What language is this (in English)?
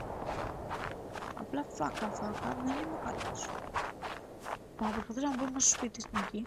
Greek